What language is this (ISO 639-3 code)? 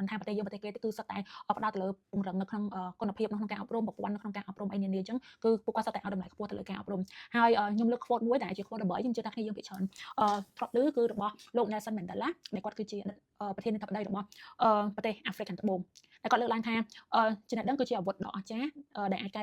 khm